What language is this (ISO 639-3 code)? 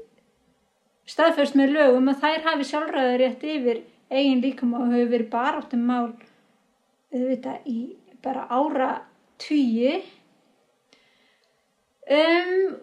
isl